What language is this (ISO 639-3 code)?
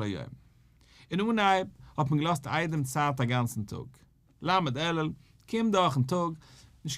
yid